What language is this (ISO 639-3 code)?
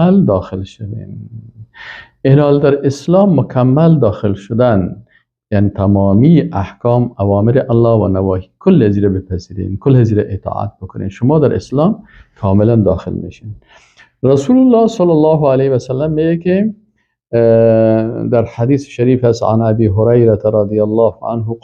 fas